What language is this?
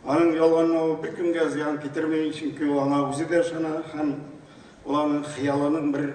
Tatar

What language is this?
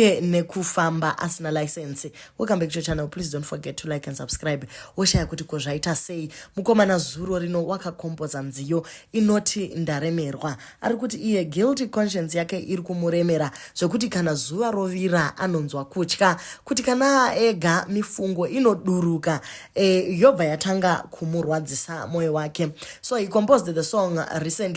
Shona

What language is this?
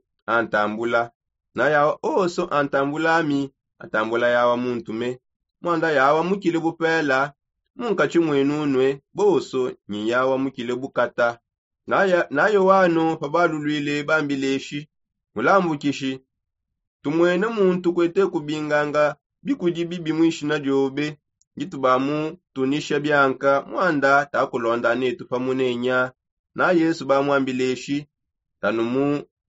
Songe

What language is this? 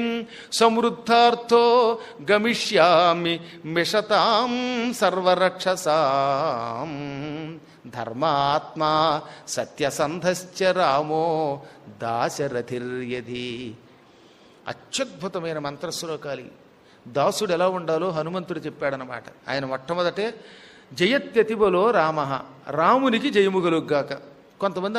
Telugu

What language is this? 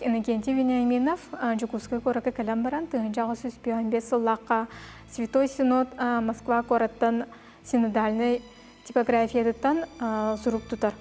Yakut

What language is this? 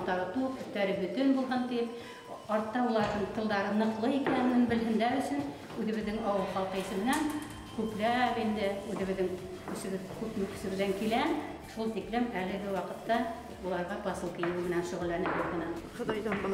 Bashkir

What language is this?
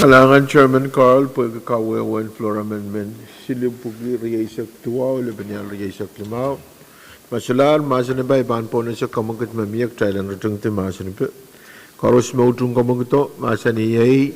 Pohnpeian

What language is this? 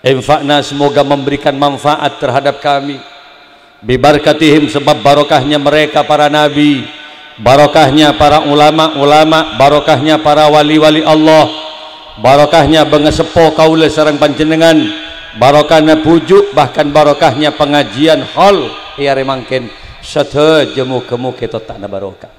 Madurese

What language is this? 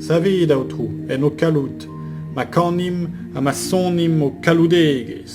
Breton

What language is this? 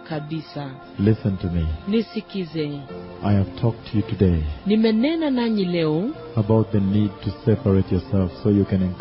Swahili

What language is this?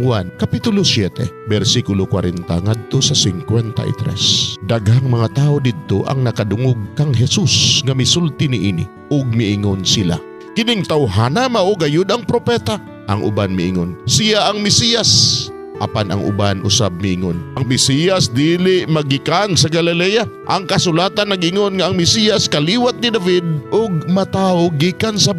Cebuano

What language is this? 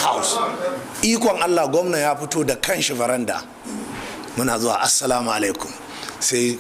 Hausa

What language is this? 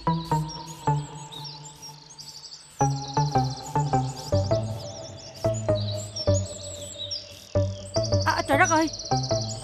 Vietnamese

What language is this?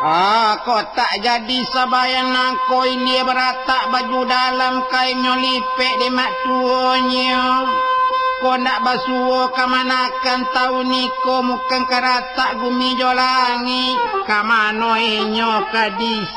Minangkabau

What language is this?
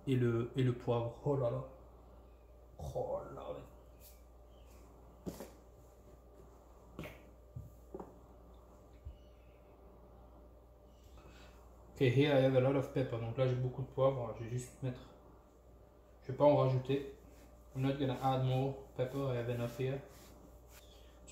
French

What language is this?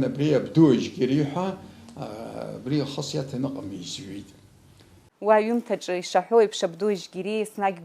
Abkhazian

